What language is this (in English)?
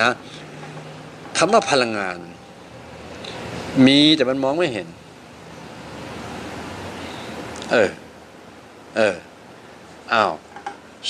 Thai